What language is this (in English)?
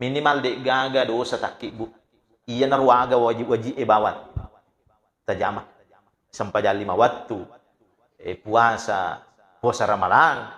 Buginese